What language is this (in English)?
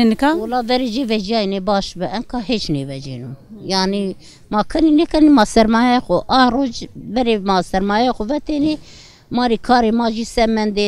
Zaza